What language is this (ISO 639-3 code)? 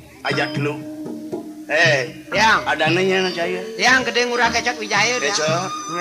ban